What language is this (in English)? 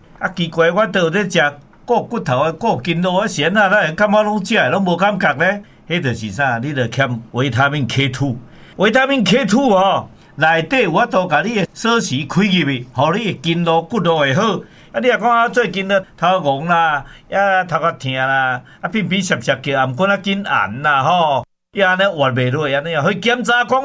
Min Nan Chinese